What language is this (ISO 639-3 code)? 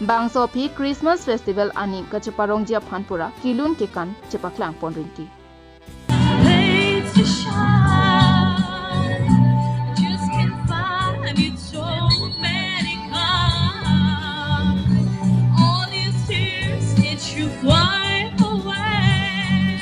mjw